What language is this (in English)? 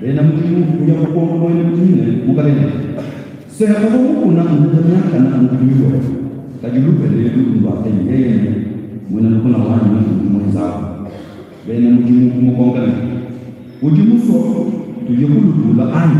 Luba-Lulua